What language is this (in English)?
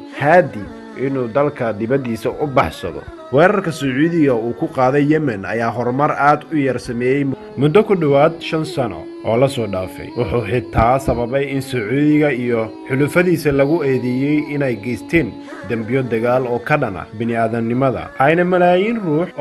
Somali